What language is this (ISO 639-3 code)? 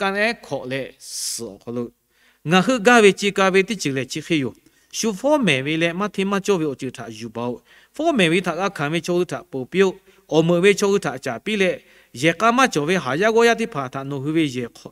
lhu